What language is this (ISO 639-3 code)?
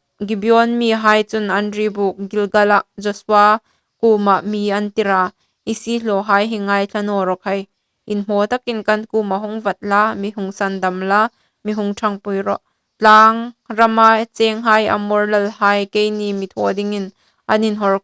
hmr